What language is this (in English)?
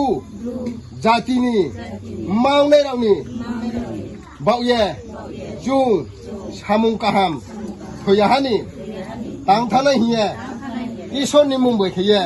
Riang (India)